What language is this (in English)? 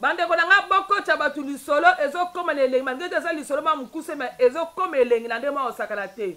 Lingala